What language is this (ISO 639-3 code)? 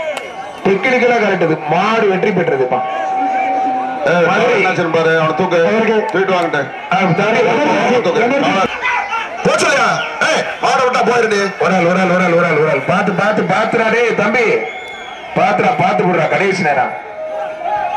tam